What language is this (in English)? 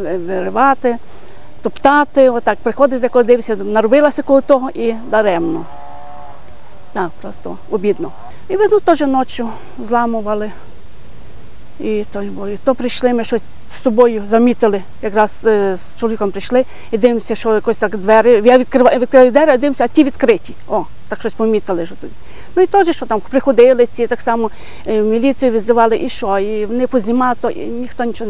Ukrainian